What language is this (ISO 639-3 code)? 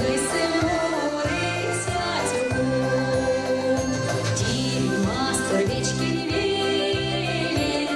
myv